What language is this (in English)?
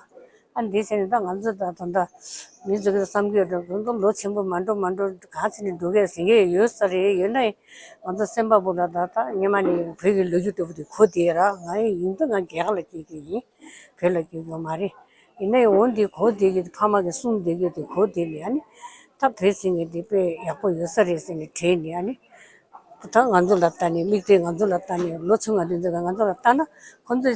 Tibetan